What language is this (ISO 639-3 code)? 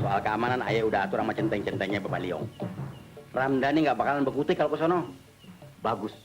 bew